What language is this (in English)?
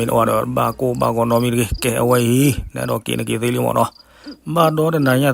S'gaw Karen